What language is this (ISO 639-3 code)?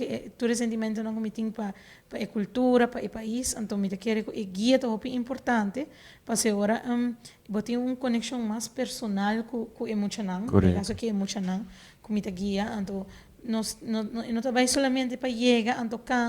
pap